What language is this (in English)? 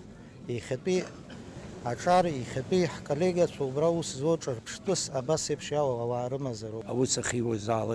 Abkhazian